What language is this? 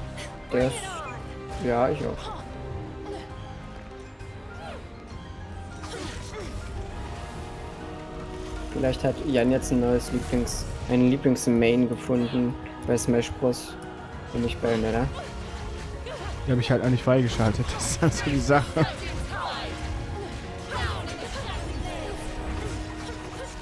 German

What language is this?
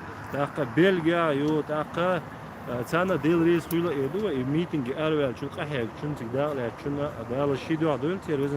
Chechen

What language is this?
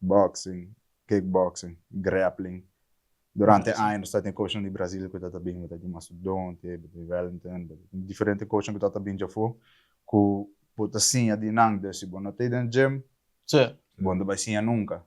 Papiamento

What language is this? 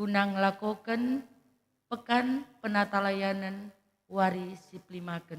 Batak Karo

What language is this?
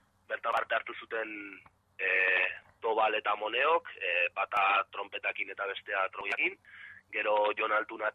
Basque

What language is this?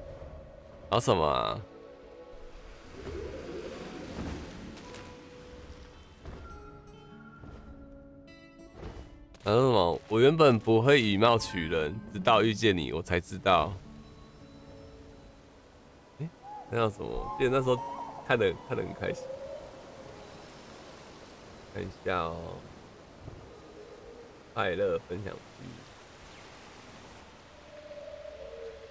Chinese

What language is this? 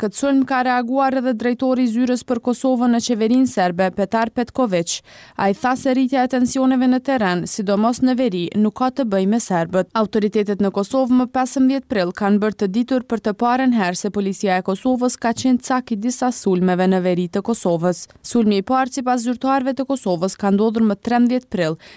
Albanian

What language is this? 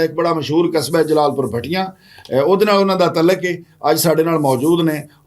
Western Panjabi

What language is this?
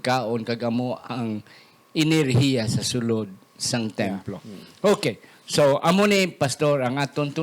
Hiligaynon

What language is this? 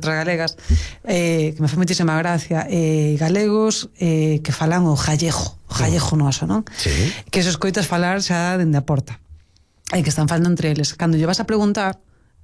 Galician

